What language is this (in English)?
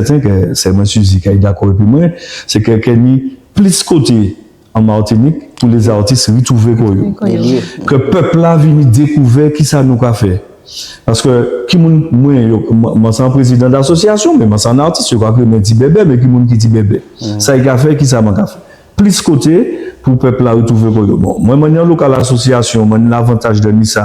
Guadeloupean Creole French